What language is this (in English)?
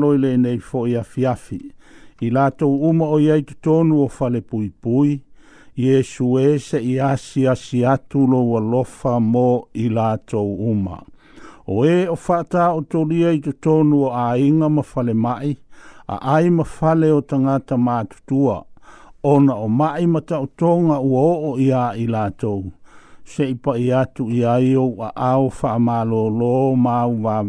Samoan